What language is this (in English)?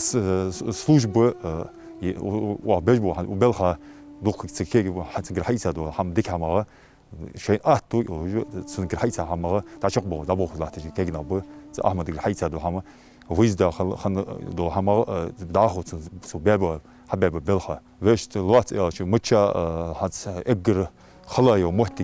Ingush